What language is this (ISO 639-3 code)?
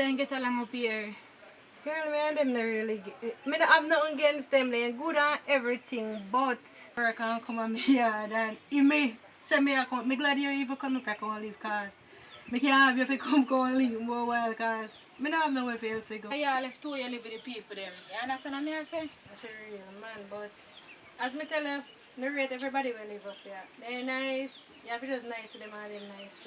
jam